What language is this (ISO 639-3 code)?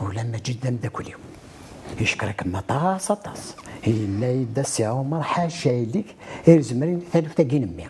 kab